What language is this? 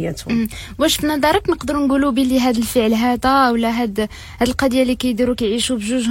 Moroccan Arabic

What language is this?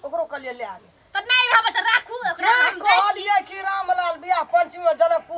Maithili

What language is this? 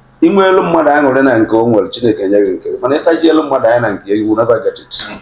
Igbo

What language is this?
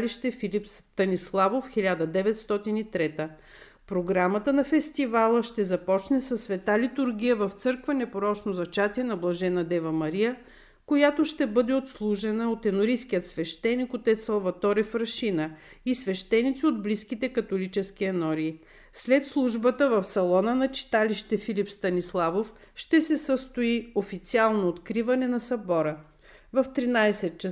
Bulgarian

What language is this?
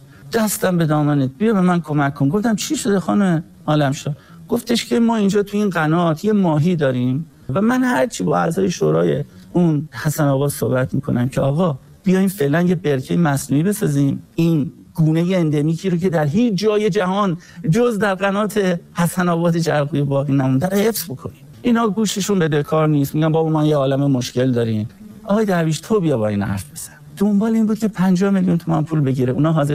Persian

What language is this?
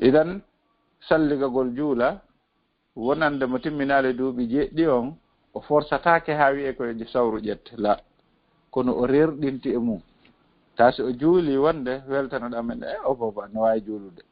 Fula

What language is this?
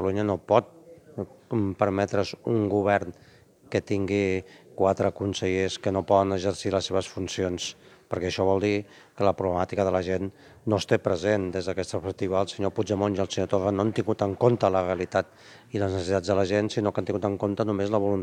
Catalan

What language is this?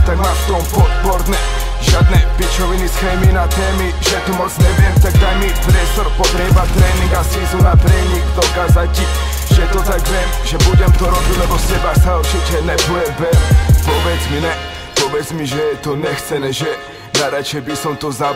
Slovak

